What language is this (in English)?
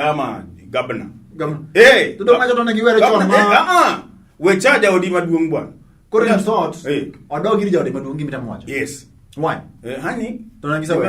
Luo (Kenya and Tanzania)